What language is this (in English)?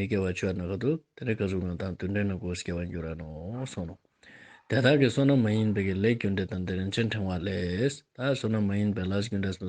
Ladakhi